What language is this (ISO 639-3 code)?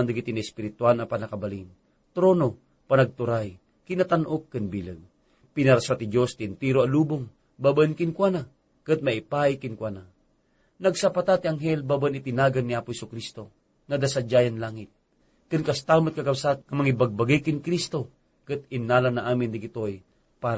ilo